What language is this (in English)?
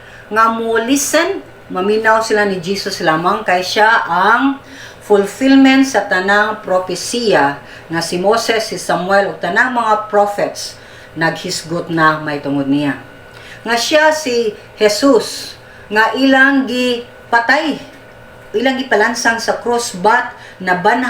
Cebuano